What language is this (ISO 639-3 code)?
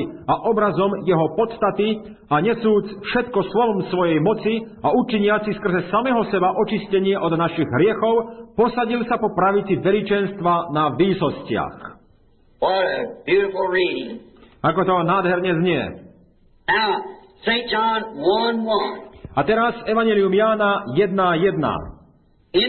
slk